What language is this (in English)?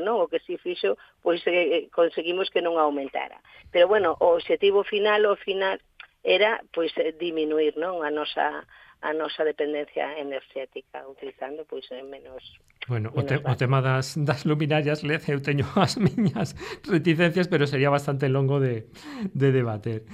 Galician